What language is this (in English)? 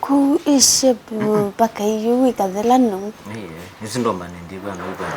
Kamba